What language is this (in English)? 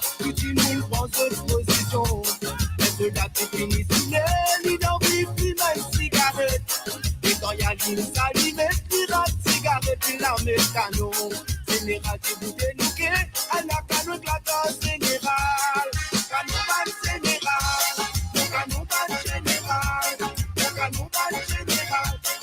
Morisyen